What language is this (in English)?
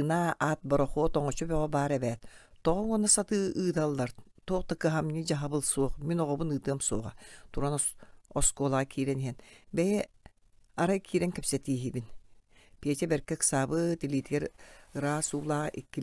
Yakut